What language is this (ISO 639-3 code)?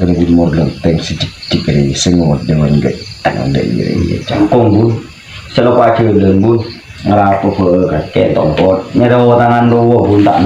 mad